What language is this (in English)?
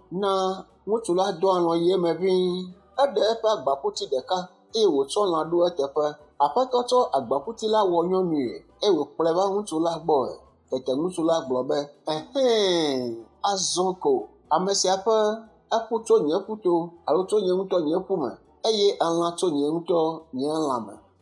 Ewe